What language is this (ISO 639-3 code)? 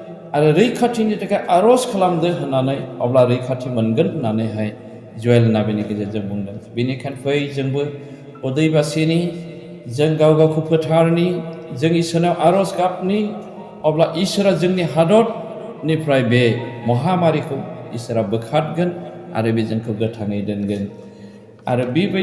brx